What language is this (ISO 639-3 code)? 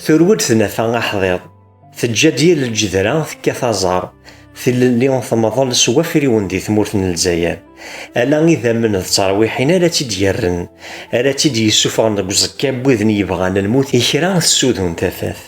kab